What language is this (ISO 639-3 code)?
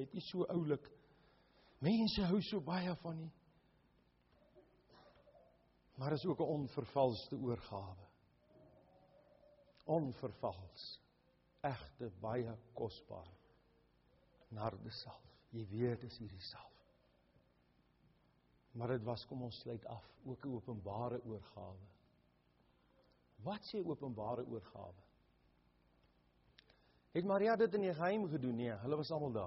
afr